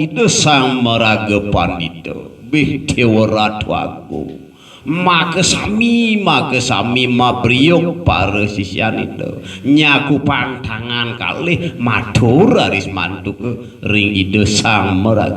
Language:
Balinese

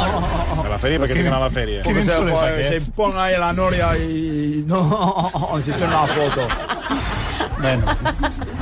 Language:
Catalan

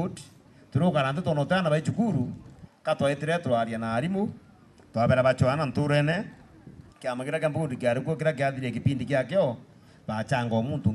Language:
Meru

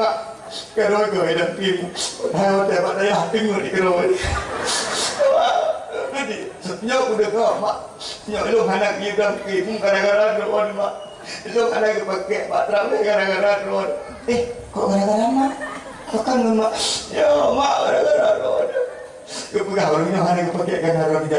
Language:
Malay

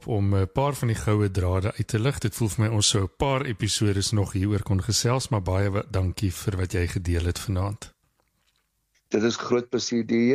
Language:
Afrikaans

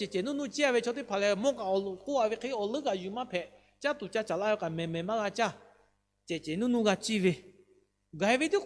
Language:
Lahu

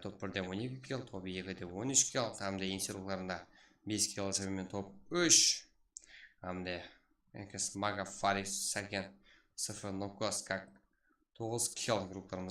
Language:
Kara-Kalpak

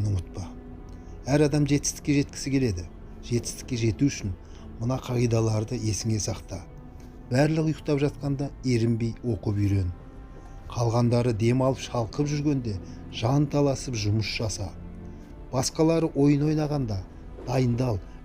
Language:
Kazakh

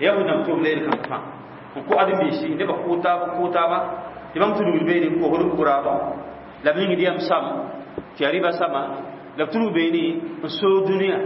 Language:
Mossi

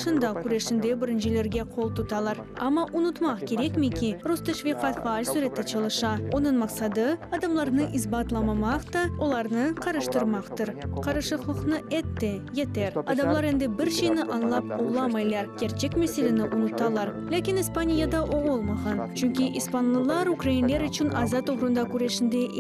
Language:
Crimean Tatar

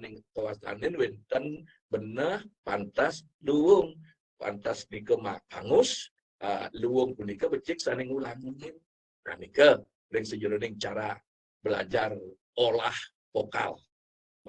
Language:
Balinese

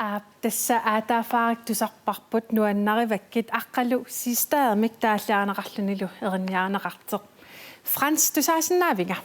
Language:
Kalaallisut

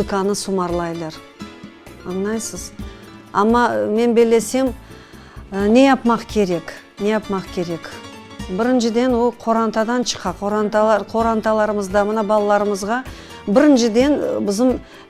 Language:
Crimean Tatar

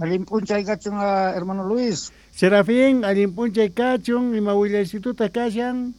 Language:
South Bolivian Quechua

